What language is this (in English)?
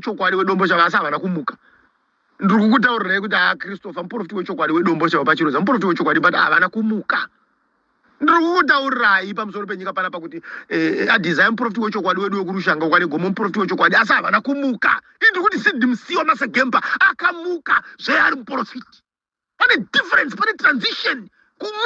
Shona